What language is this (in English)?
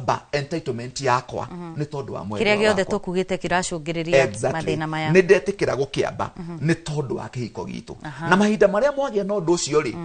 Kikuyu